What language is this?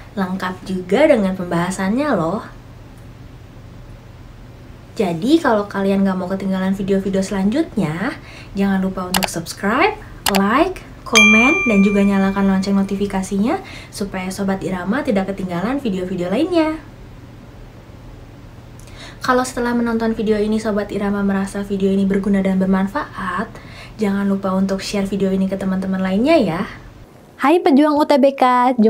Indonesian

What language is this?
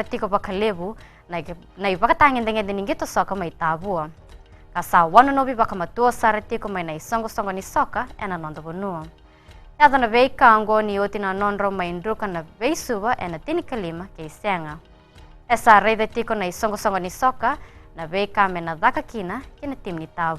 Fijian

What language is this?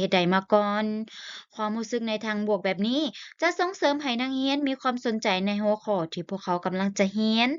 Lao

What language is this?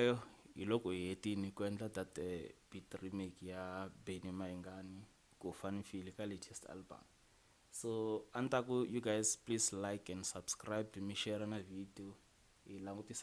Tsonga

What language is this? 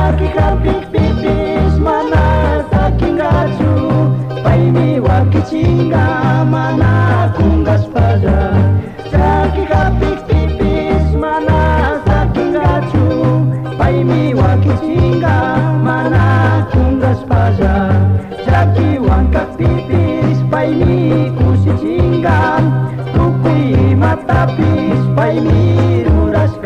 Chimborazo Highland Quichua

